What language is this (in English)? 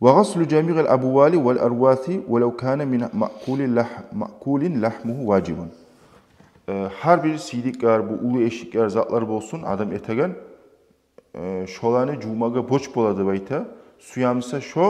Kumyk